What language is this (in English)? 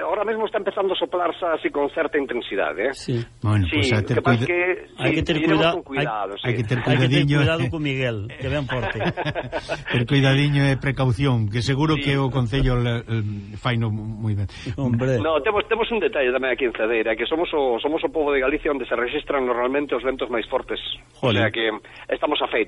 Galician